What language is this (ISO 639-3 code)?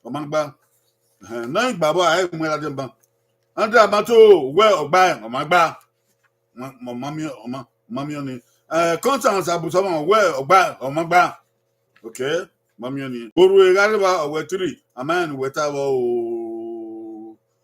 bin